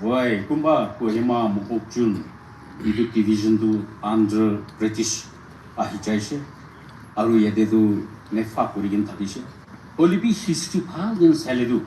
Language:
Naga Pidgin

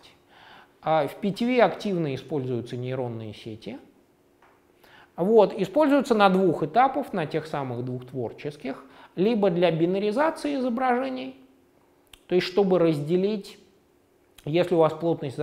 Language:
Russian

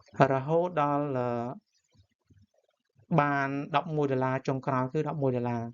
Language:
Khmer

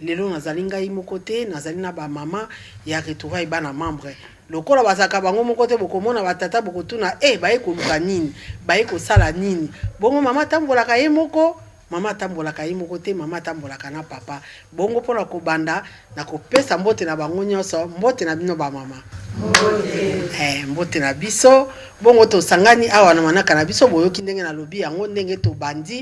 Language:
Lingala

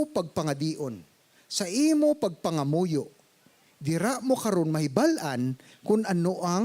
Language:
Hiligaynon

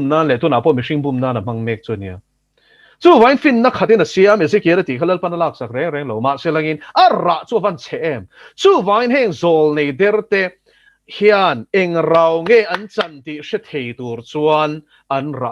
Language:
Mizo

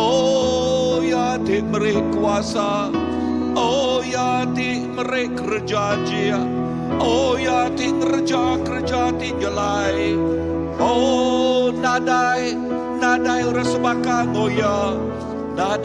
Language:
Iban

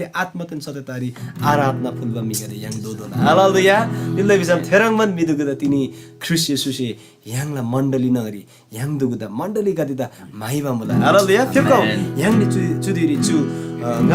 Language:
Eastern Tamang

